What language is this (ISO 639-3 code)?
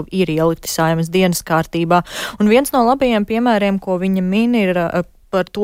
lav